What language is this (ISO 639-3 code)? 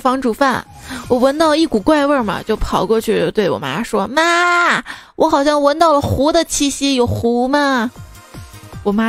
zho